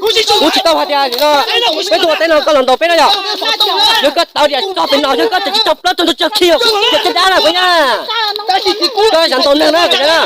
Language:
Hmong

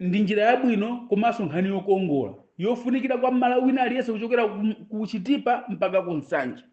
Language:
Nyanja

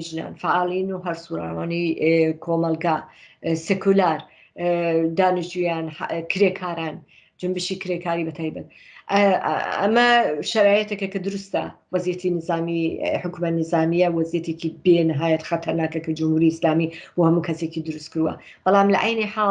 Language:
Central Kurdish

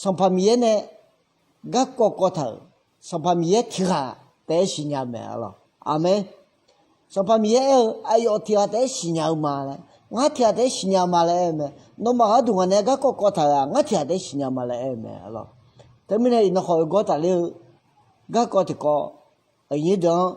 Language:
Akha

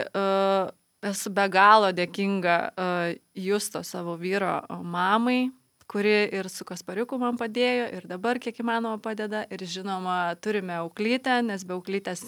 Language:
Lithuanian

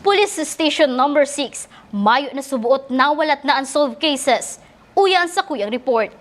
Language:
Bikol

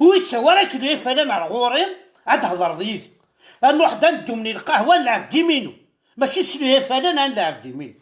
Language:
Kabyle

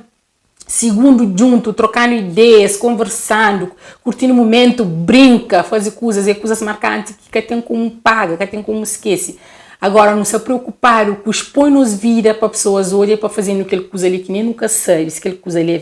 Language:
Kabuverdianu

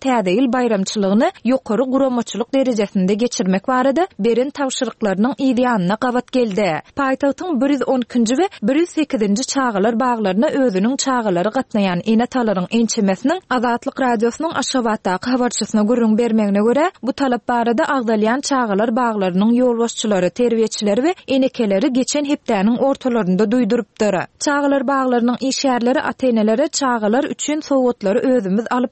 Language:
Turkmen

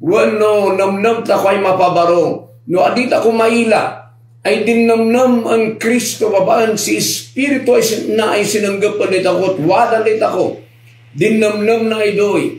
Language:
Kankanaey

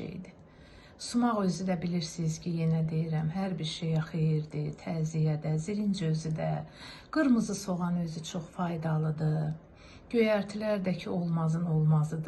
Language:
Azerbaijani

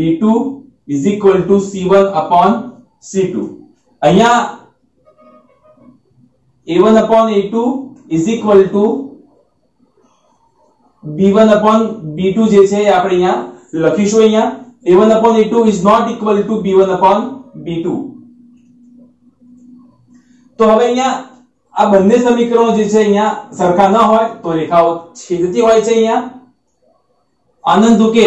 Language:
Gujarati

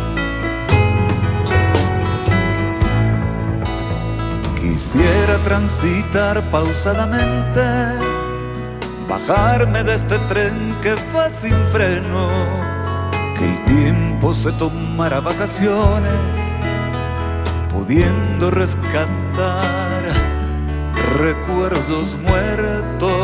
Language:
Spanish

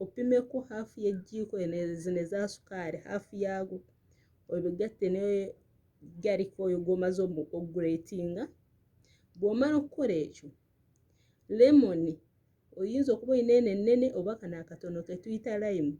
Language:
Ganda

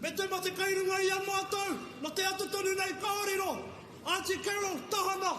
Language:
Māori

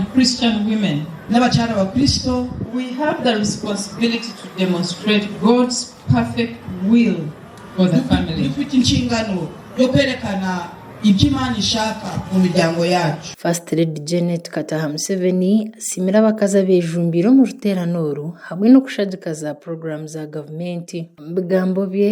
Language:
Nyankole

